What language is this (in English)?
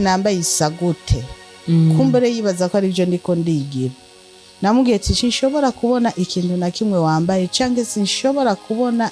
Rundi